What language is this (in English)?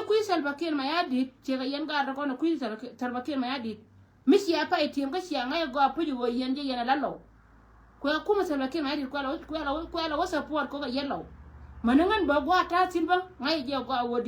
Nuer